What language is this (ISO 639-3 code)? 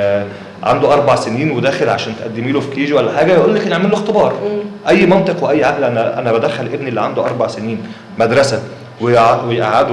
arz